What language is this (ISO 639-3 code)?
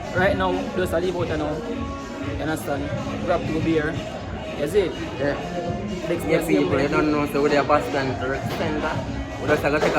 jam